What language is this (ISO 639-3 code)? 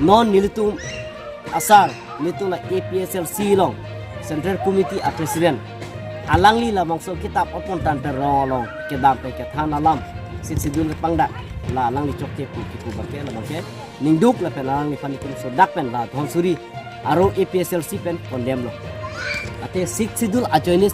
mjw